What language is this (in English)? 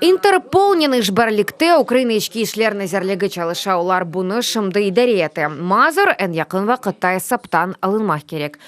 Crimean Tatar